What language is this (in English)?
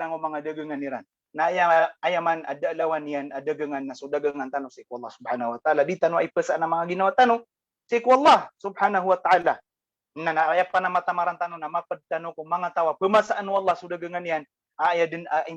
Maranao